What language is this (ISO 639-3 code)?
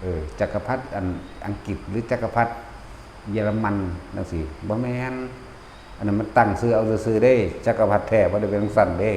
tts